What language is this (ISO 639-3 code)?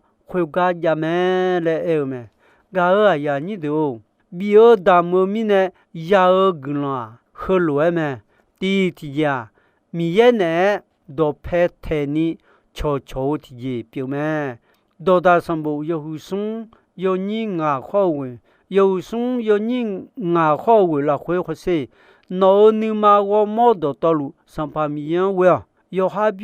ahk